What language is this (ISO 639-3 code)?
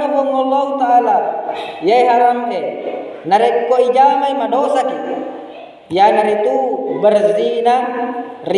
bug